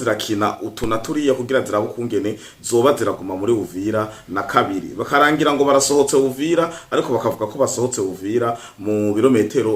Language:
Rundi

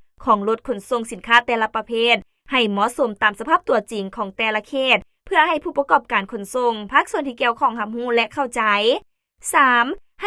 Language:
Lao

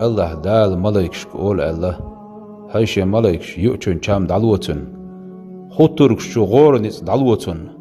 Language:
Chechen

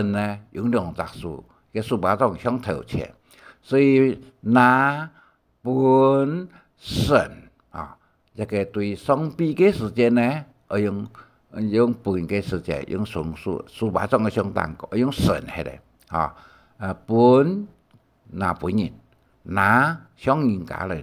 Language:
Hakka Chinese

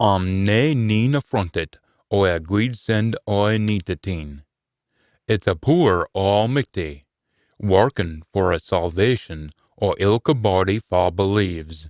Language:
Scots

